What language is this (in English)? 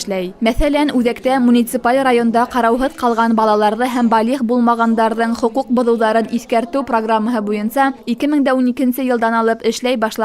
Bashkir